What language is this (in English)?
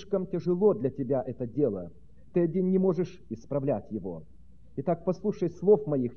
Russian